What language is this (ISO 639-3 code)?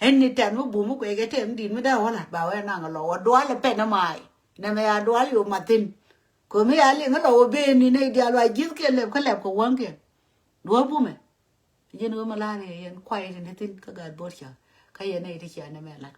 nus